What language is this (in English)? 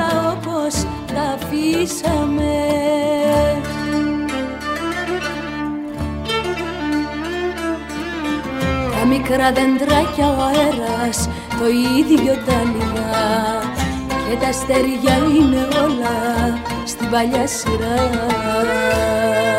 Greek